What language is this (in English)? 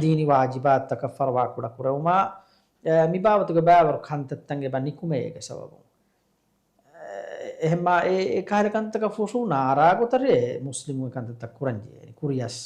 Divehi